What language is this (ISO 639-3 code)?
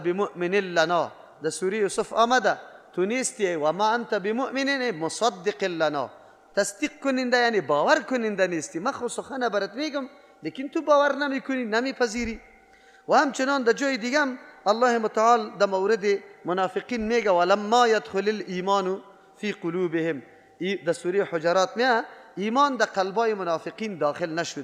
fas